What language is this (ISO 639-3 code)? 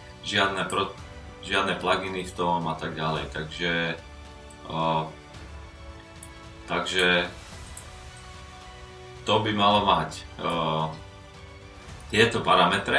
slk